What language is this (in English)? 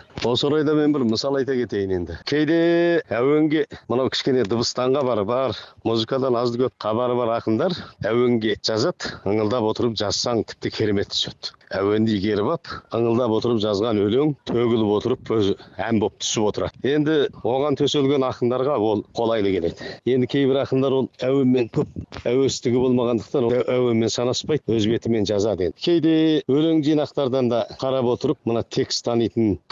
Kazakh